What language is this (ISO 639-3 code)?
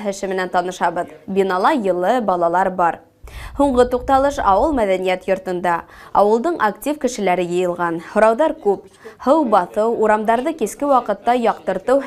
bak